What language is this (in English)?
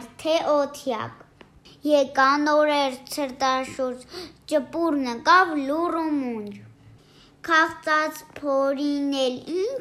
Armenian